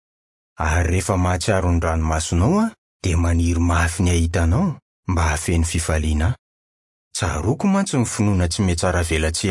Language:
Malagasy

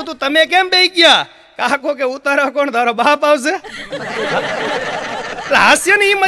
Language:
Gujarati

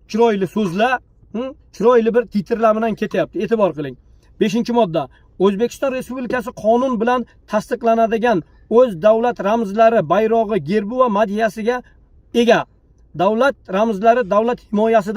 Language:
Uzbek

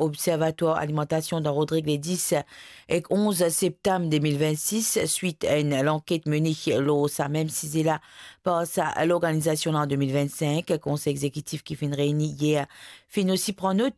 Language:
Morisyen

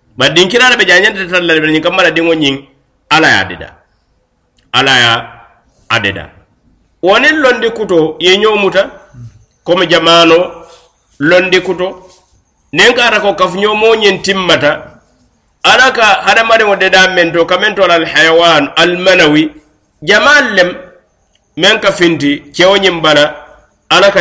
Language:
Mandingo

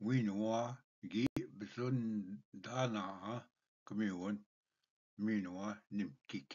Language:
Ojibwa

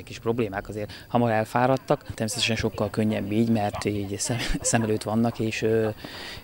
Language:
Hungarian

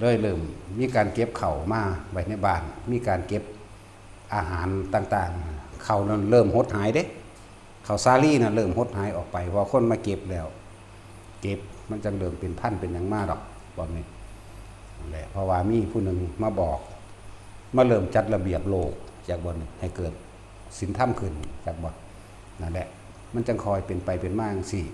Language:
Northeastern Thai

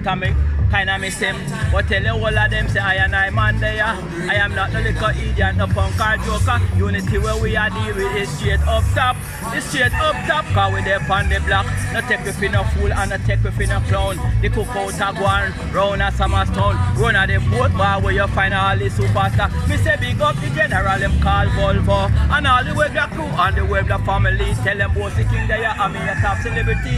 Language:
Jamaican Creole English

